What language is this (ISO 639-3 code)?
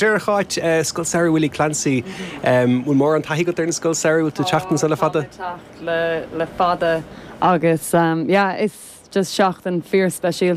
gle